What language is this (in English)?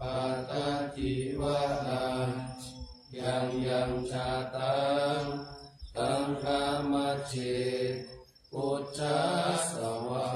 Pali